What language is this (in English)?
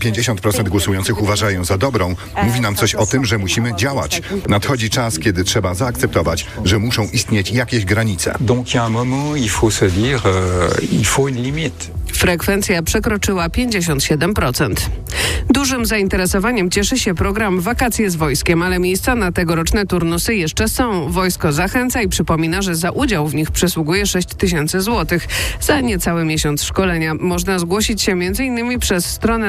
Polish